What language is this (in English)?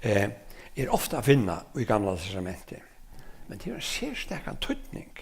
Faroese